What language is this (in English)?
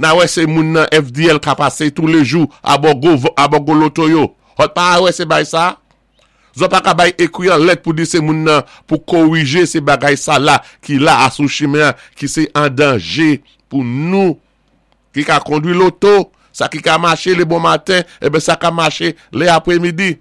Saint Lucian Creole French